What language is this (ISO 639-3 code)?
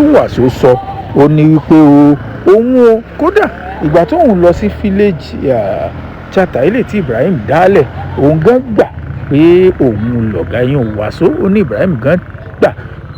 yor